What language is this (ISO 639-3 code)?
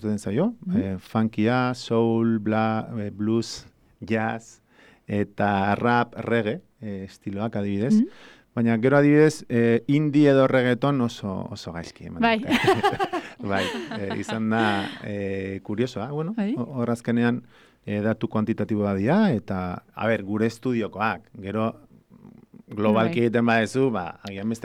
eus